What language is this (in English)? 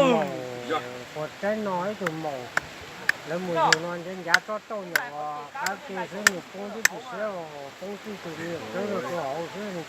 Hmong